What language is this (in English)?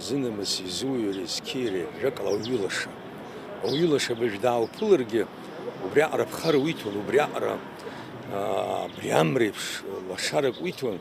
Abkhazian